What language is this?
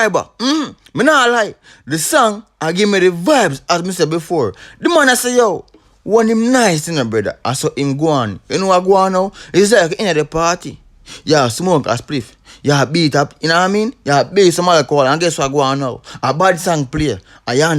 Jamaican Creole English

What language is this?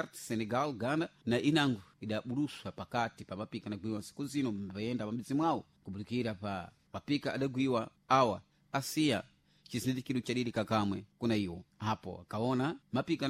Sena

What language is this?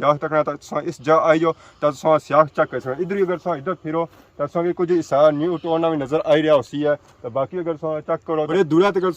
Pahari-Potwari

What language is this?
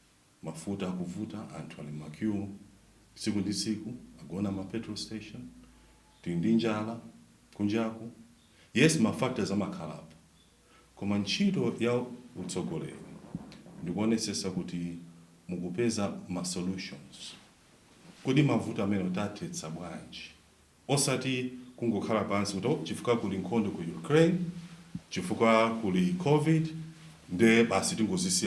Nyanja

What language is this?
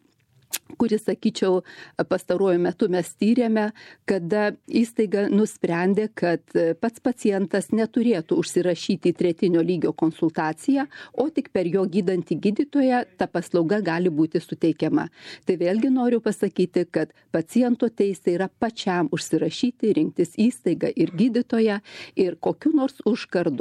Lithuanian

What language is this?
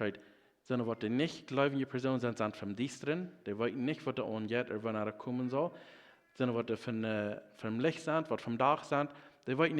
Plautdietsch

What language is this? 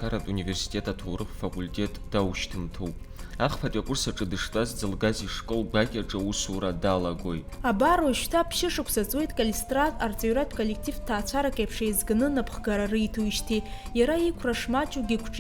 Abkhazian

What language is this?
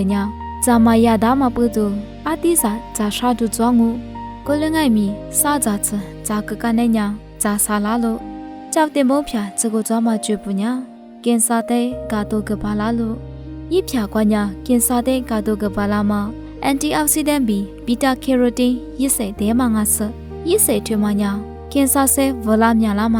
Lisu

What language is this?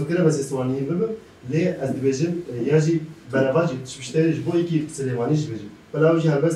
Kurdish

